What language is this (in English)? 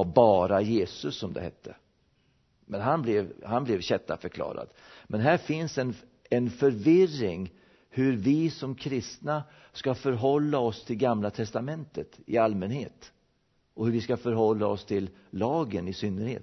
Swedish